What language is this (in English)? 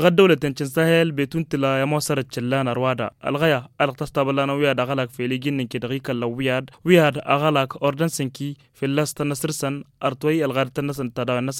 Tamasheq